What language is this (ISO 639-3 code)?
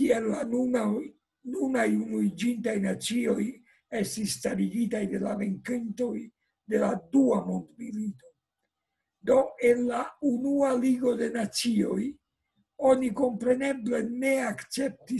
epo